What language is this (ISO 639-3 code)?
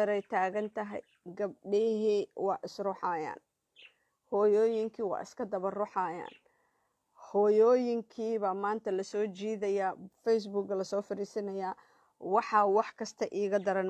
som